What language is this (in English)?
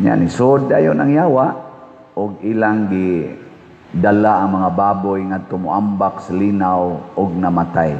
Cebuano